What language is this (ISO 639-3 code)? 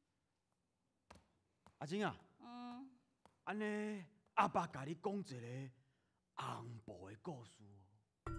nan